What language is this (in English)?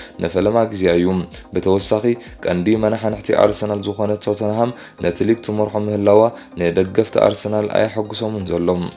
Tigrinya